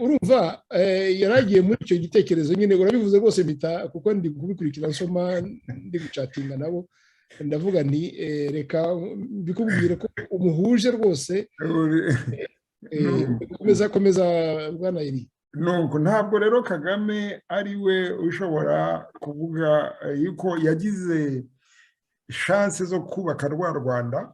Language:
Kinyarwanda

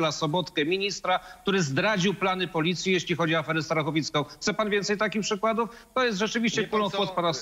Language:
Polish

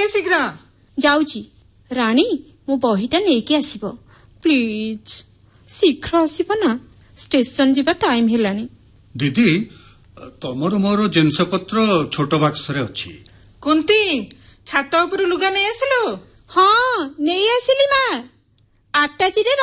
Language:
Odia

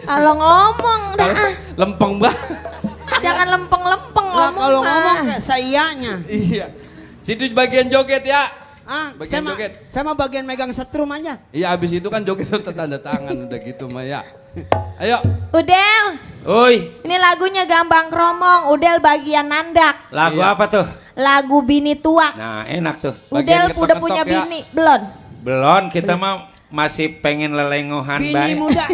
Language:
Betawi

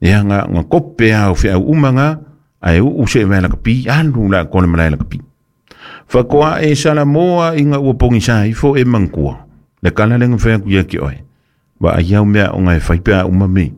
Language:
Samoan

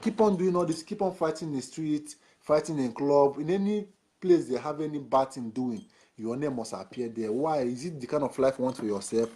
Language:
Nigerian Pidgin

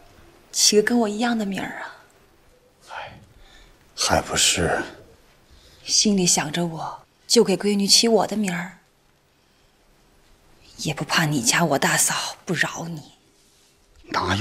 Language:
Chinese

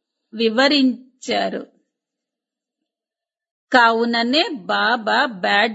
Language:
Telugu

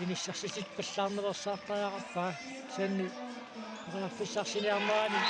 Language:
Kalaallisut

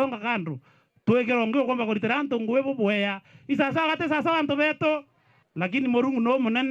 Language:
Meru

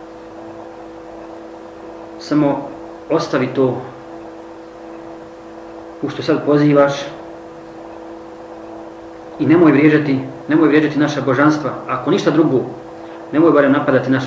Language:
Bosnian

